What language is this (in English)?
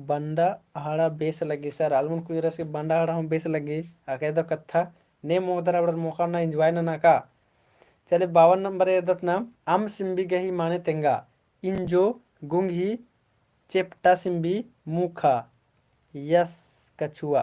Kurukh